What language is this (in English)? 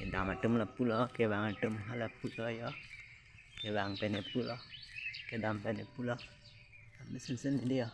Karbi